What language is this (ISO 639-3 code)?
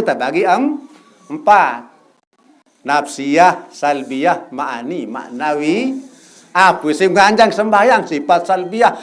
sas